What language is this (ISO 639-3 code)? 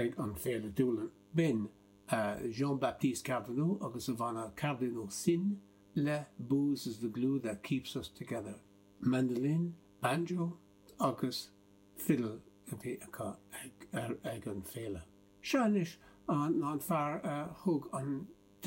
gle